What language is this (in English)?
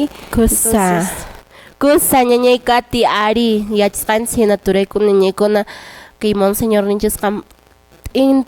Quechua